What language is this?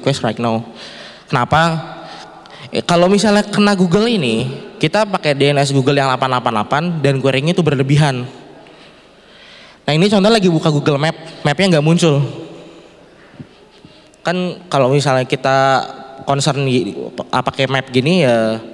Indonesian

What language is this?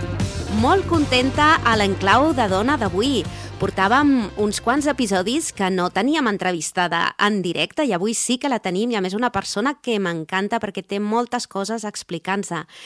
Catalan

